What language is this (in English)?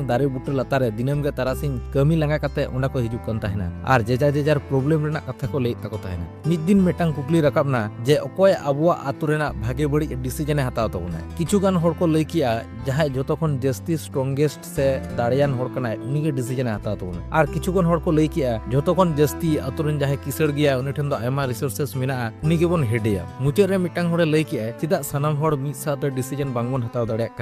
Santali